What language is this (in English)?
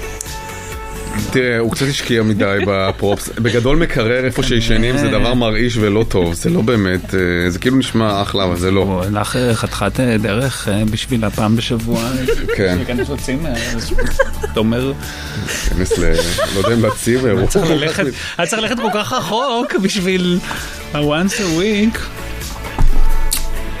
Hebrew